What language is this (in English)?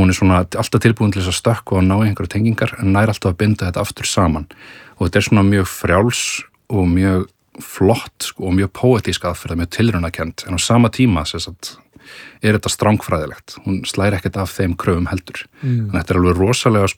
Icelandic